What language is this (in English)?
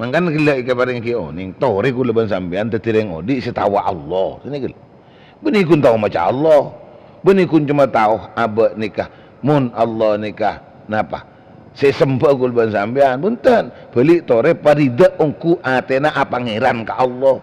Madurese